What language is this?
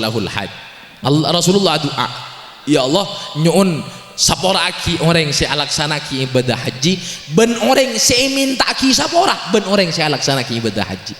Madurese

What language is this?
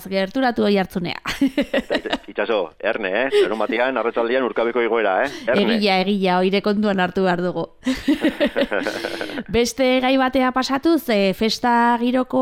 Basque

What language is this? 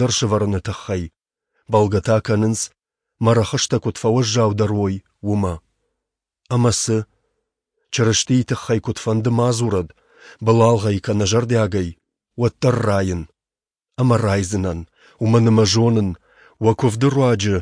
Ossetic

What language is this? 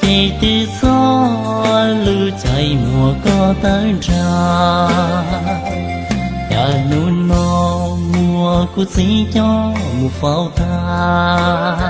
Hmong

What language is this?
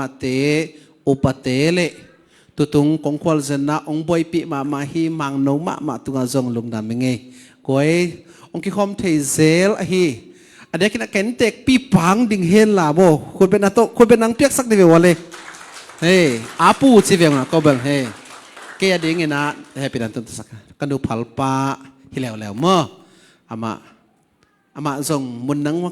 Tedim Chin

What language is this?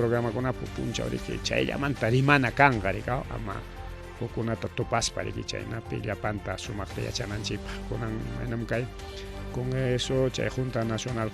Ayacucho Quechua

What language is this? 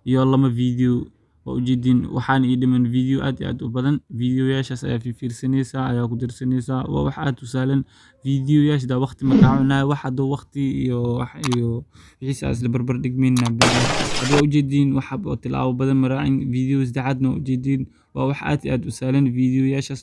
Somali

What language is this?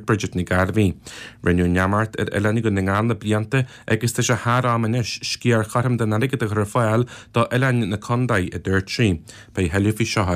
Irish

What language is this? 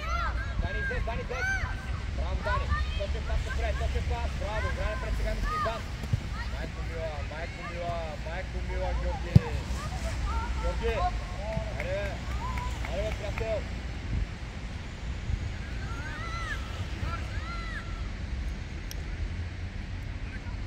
Bulgarian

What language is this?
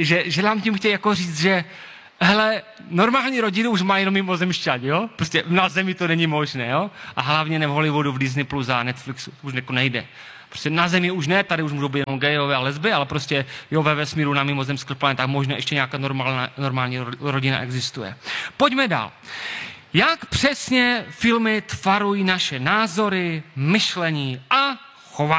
Czech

